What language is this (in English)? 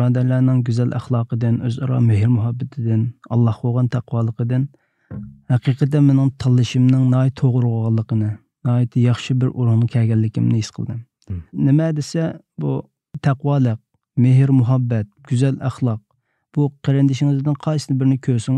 Uyghur